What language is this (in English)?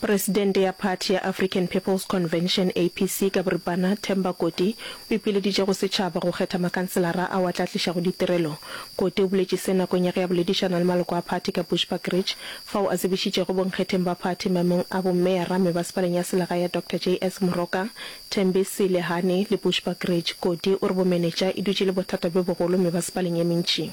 Northern Sotho